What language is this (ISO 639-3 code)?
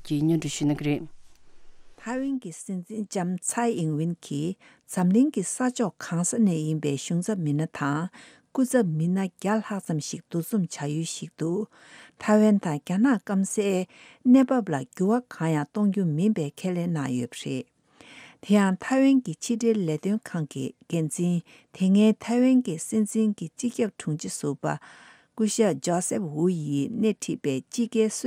bod